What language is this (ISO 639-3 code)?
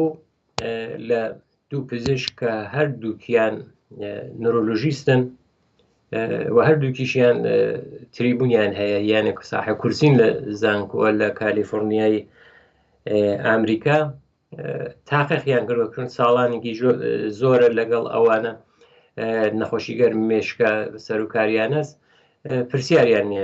ckb